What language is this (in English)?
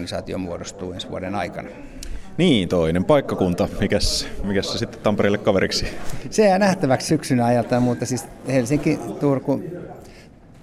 Finnish